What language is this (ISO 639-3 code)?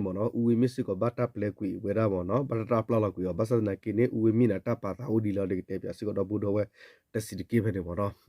ksw